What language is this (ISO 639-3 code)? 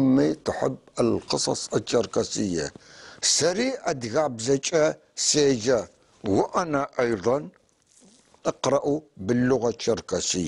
apc